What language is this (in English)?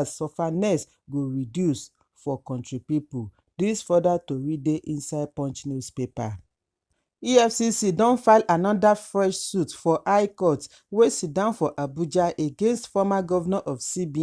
Nigerian Pidgin